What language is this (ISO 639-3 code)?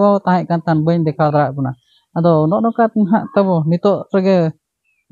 sat